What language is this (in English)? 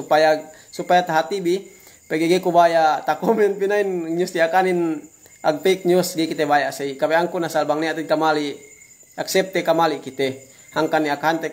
Yakan